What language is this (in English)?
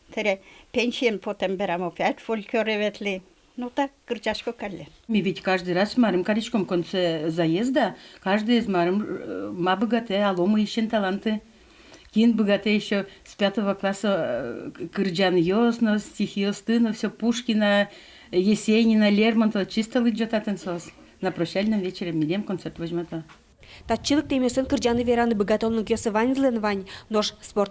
Udmurt